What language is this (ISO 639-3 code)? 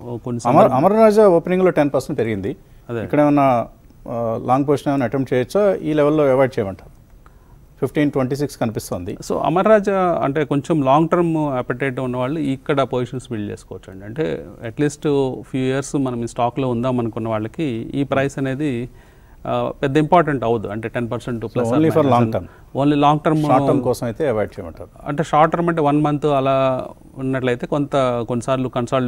tel